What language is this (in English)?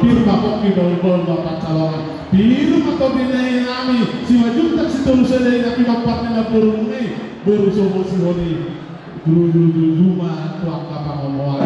Batak Toba